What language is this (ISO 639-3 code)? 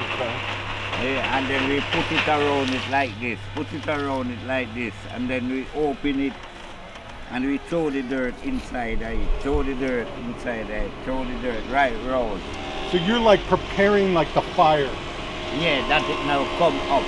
jam